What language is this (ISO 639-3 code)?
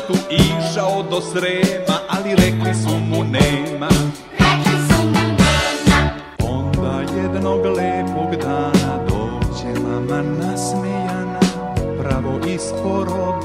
srp